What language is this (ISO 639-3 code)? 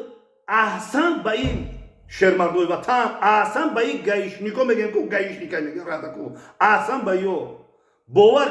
tgk